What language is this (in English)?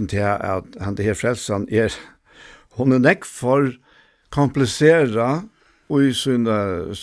Faroese